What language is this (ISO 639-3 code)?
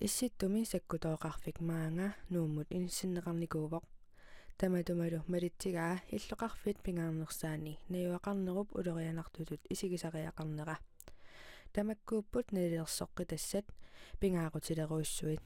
kal